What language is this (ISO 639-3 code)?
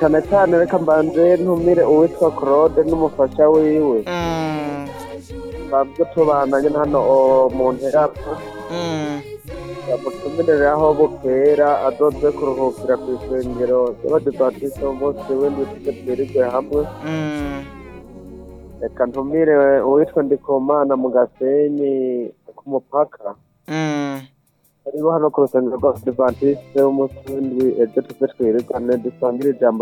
run